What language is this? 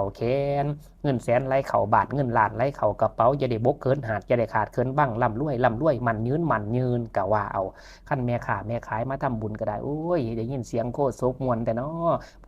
Lao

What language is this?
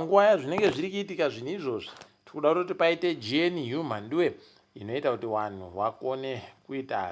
Ndau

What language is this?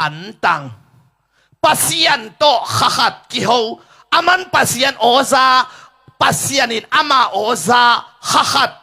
Tedim Chin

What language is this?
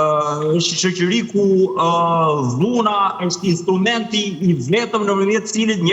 Albanian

